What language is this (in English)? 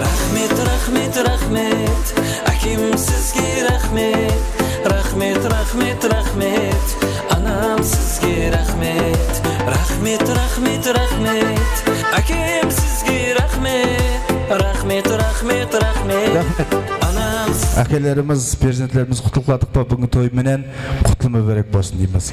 Kara-Kalpak